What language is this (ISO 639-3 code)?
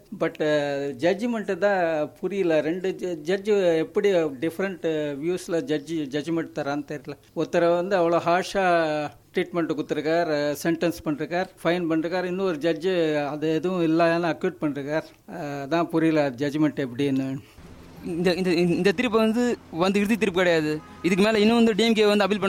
tam